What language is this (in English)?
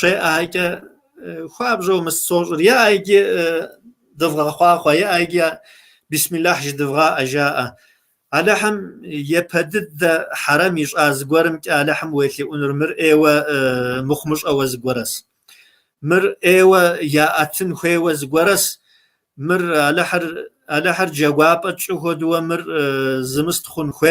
Kabardian